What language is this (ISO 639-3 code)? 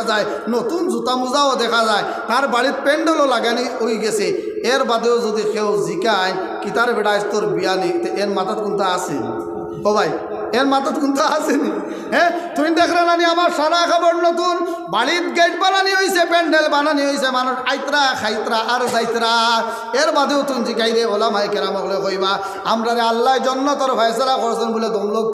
syl